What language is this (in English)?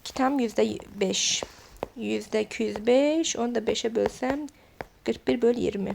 Azerbaijani